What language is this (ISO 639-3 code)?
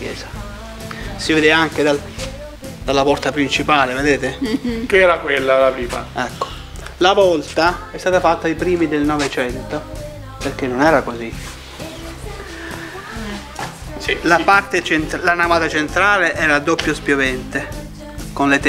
ita